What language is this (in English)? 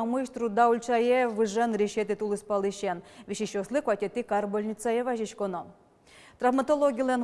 Udmurt